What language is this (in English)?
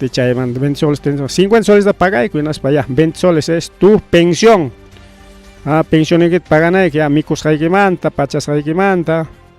Ayacucho Quechua